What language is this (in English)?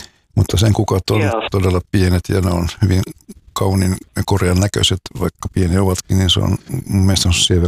Finnish